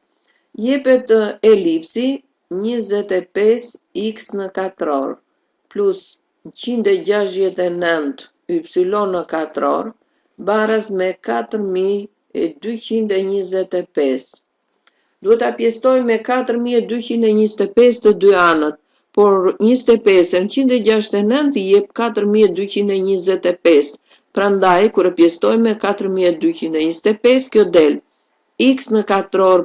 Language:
Albanian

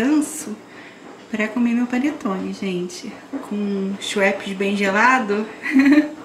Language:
Portuguese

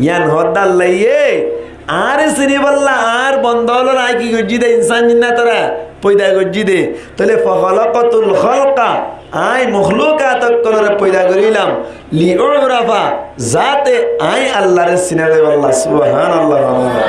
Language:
Rohingya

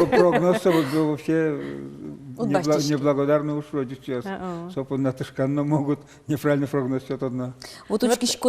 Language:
Udmurt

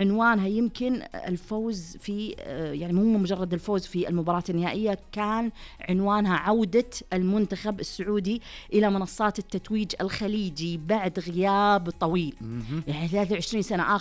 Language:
Najdi Arabic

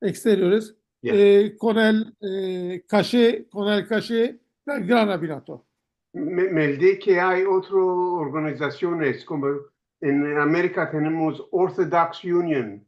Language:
Ladino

